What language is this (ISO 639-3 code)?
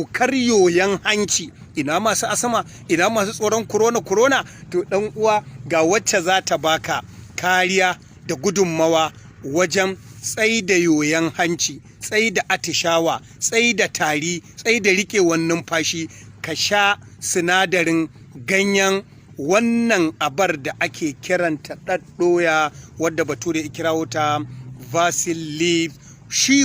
hau